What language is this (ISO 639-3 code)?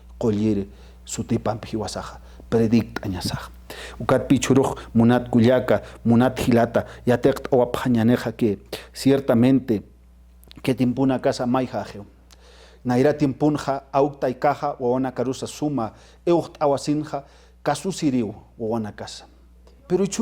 aym